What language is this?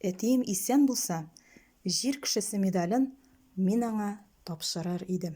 Tatar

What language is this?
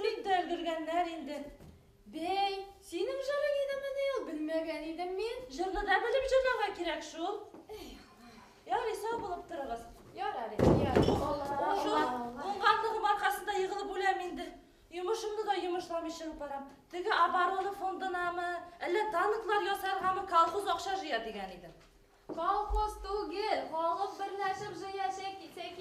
Bashkir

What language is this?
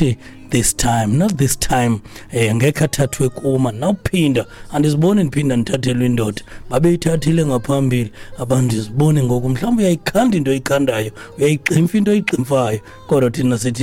Xhosa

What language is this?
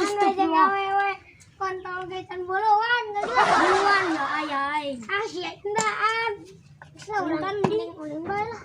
Sundanese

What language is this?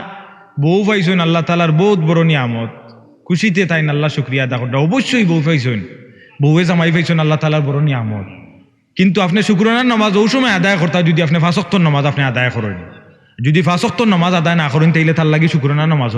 Sylheti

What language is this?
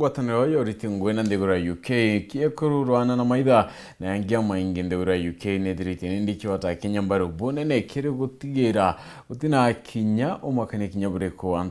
Meru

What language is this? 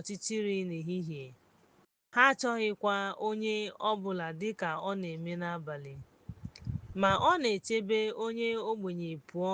Igbo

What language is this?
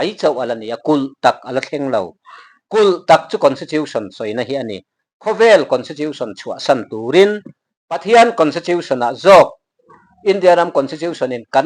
Mizo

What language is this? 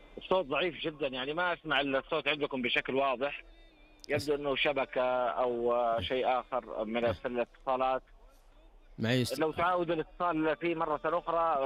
Arabic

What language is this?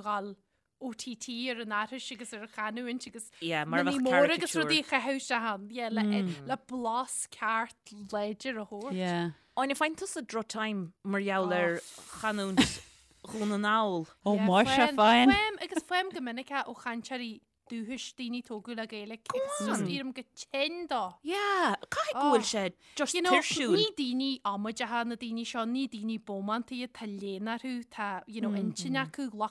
Irish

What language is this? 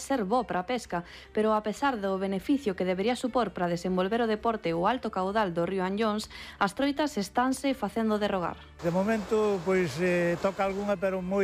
Galician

